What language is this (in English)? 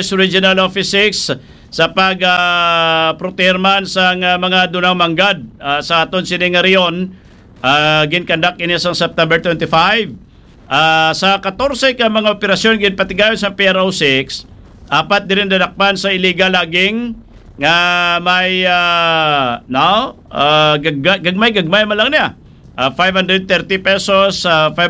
Hiligaynon